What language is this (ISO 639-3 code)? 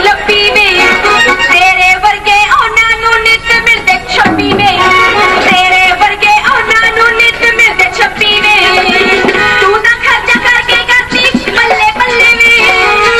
pan